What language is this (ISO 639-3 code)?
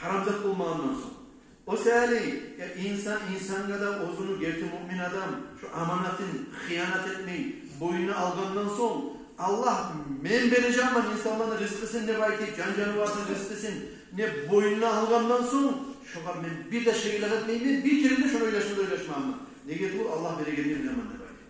kum